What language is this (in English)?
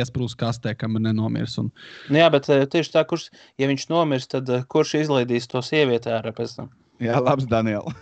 Latvian